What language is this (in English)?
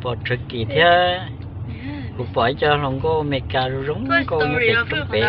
Hmong